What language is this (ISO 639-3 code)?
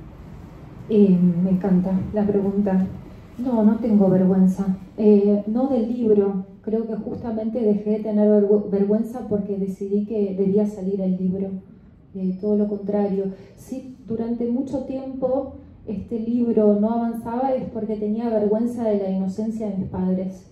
spa